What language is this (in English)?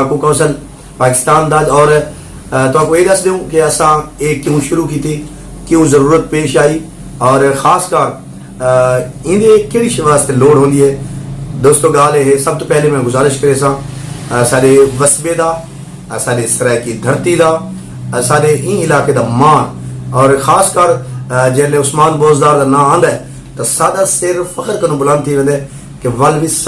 Saraiki